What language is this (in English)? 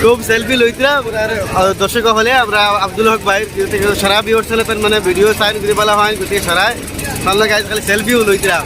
Sylheti